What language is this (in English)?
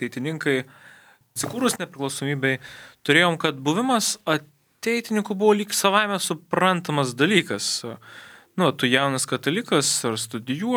Lithuanian